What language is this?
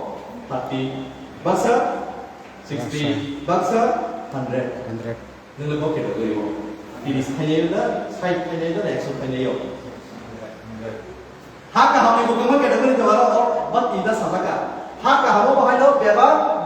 Kok Borok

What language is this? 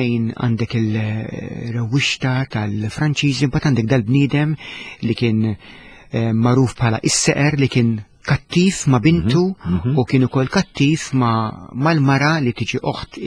Maltese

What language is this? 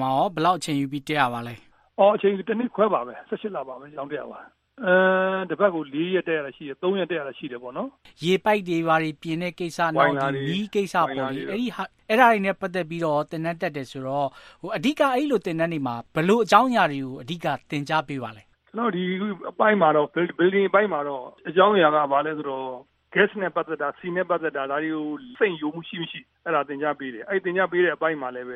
Burmese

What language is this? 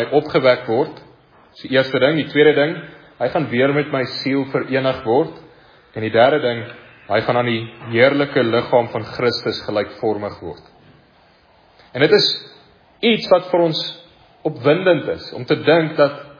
Afrikaans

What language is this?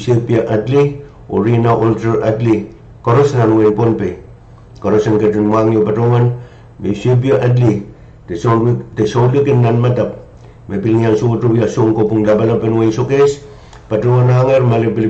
Pohnpeian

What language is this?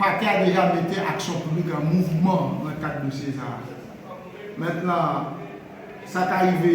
Haitian Creole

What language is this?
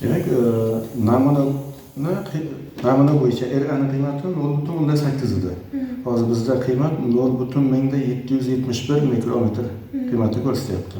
Uzbek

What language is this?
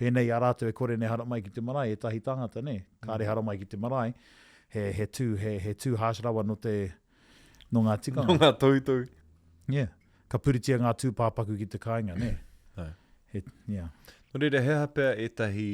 Māori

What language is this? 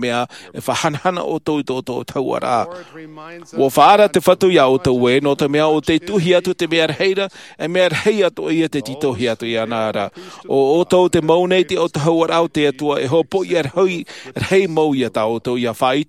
Tahitian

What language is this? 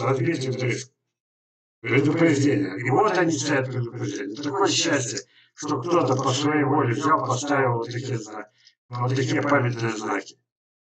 Russian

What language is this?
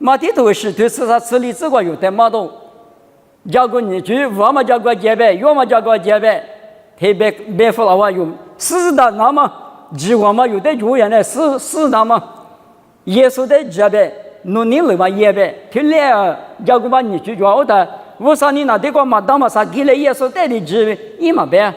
Lisu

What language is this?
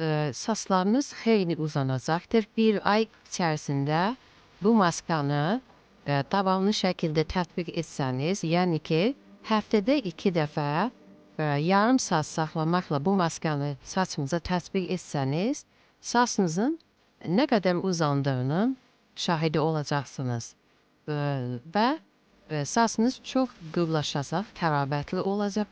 Azerbaijani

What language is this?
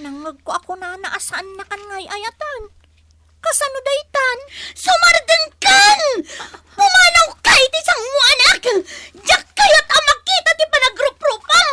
Iloko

